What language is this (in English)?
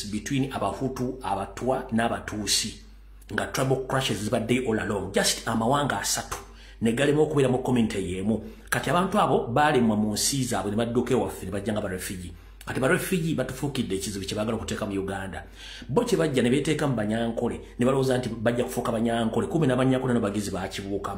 Ganda